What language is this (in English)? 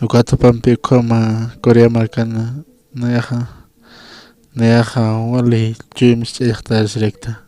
Aymara